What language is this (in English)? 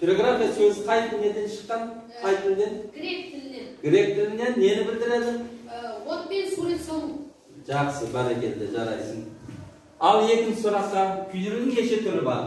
Kazakh